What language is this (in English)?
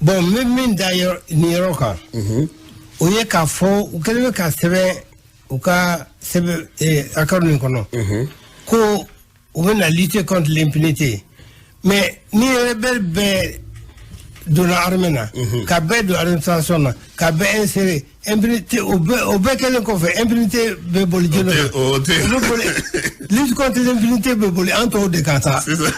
Bambara